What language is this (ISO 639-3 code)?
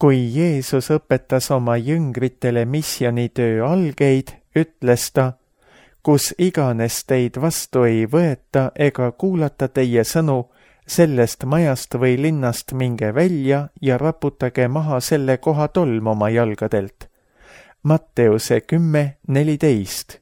est